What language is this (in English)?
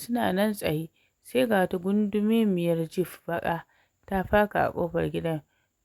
Hausa